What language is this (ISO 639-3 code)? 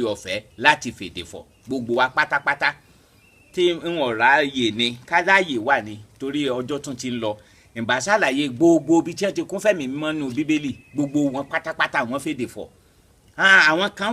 yor